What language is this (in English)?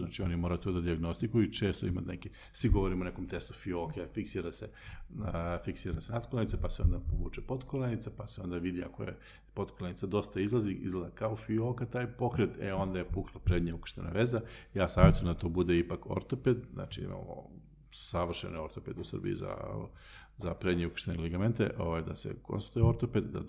Serbian